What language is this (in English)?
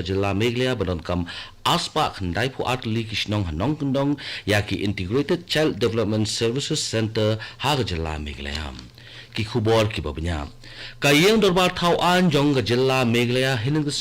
Khasi